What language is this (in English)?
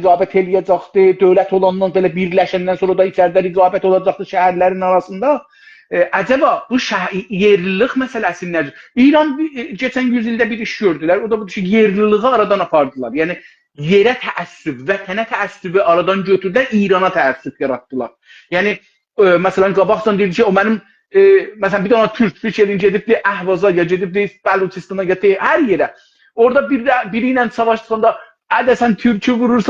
South Azerbaijani